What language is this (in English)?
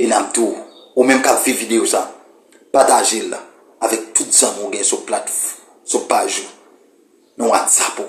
Haitian Creole